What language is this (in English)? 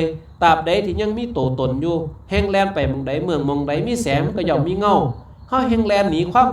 Lao